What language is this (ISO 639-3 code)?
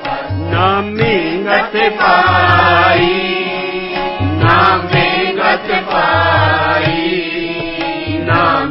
pan